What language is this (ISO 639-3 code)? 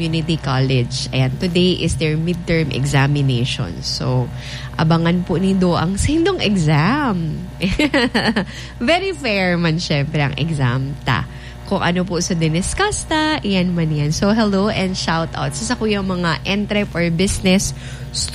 bik